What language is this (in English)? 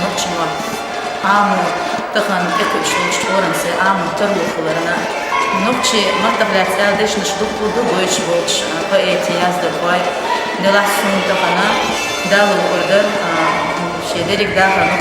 Chechen